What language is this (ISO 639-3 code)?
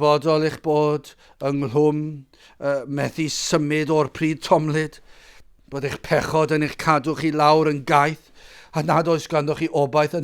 cym